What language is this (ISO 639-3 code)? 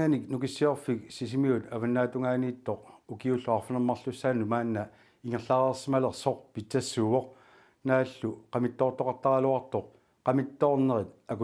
kal